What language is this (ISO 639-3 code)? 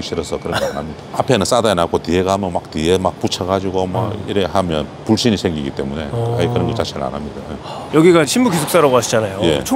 kor